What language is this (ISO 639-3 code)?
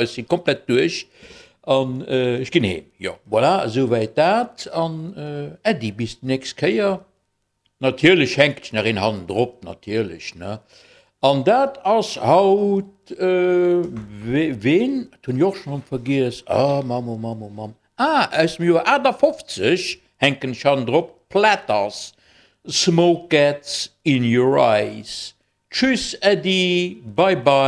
ltz